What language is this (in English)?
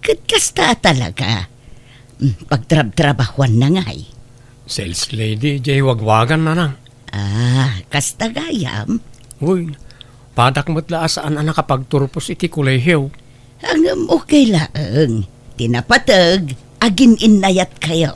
Iloko